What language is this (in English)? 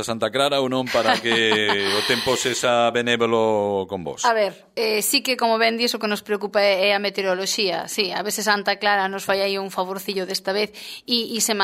Galician